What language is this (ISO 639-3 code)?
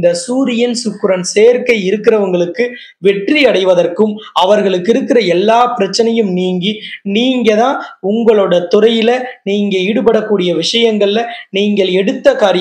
tam